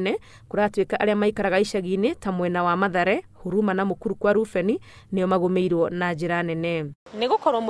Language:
Kikuyu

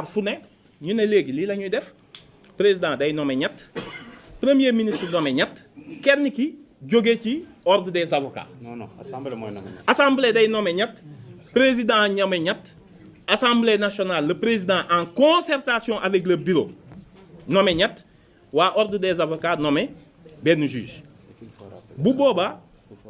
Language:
Wolof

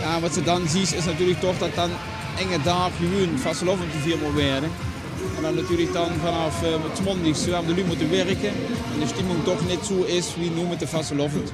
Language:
Limburgish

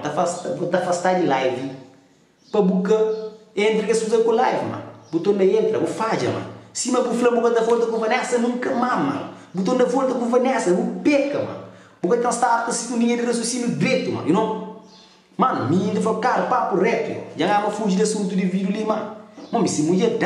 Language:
Kabuverdianu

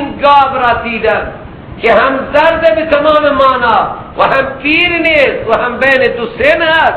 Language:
Persian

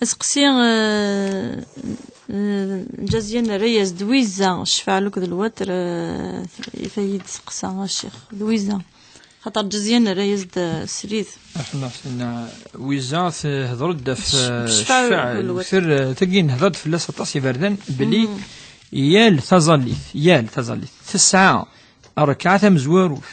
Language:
Kabyle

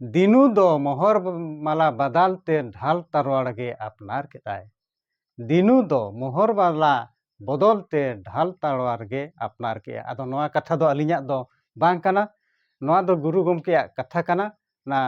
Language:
Santali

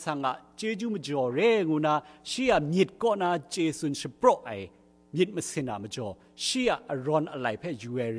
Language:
Kachin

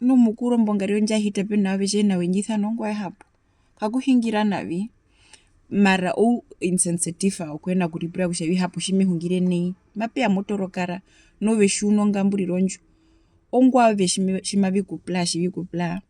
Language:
Herero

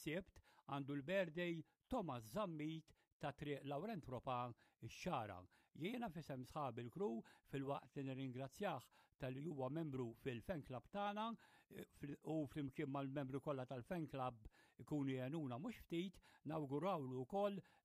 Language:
Maltese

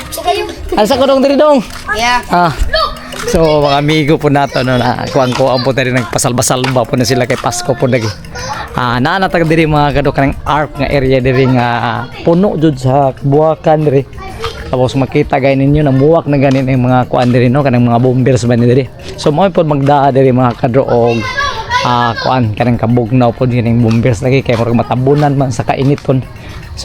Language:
Cebuano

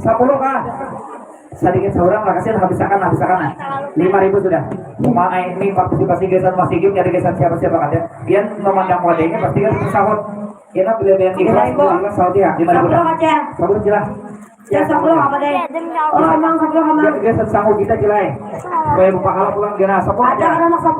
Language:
Banjar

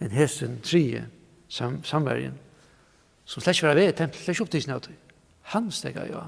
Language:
Faroese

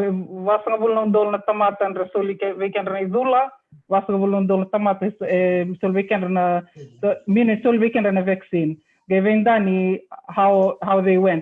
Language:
Fijian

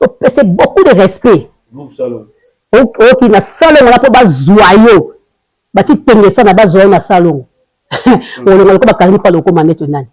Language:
Lingala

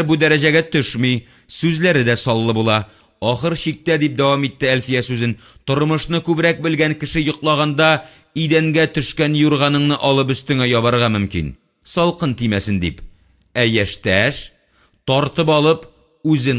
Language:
Tatar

